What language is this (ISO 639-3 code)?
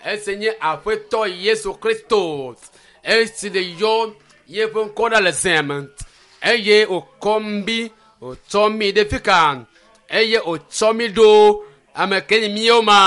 ewe